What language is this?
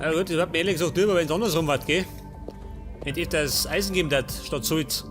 Bavarian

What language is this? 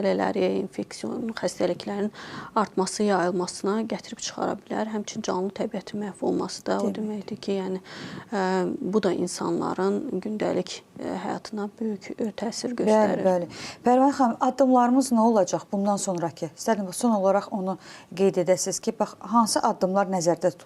Azerbaijani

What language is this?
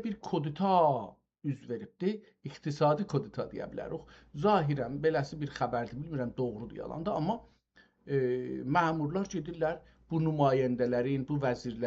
South Azerbaijani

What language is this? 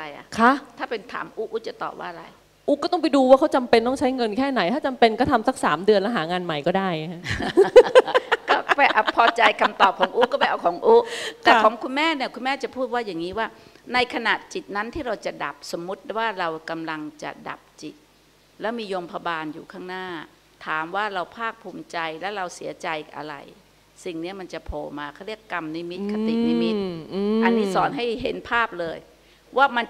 Thai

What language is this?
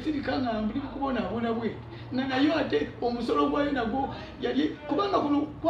Ganda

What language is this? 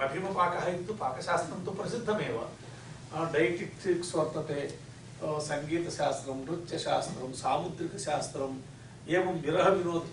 Sanskrit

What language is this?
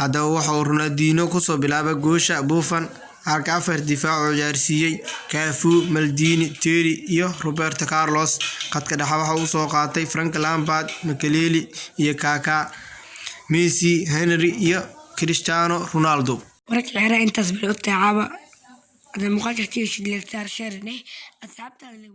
Somali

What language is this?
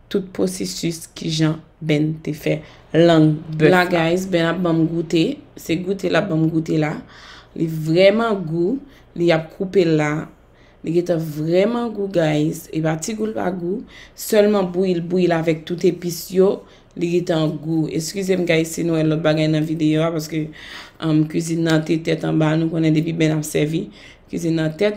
Haitian Creole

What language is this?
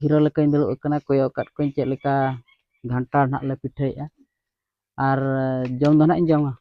Santali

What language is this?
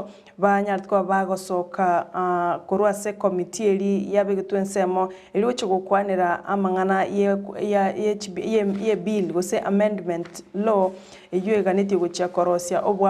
Gusii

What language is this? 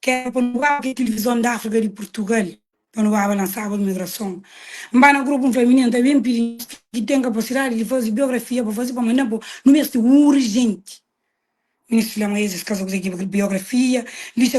Kabuverdianu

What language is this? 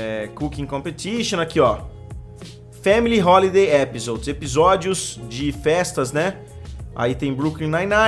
Portuguese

